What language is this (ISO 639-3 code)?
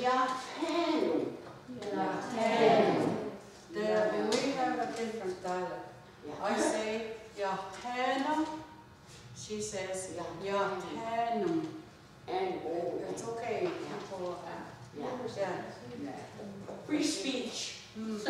moh